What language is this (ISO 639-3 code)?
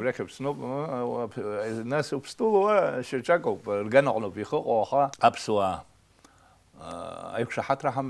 abk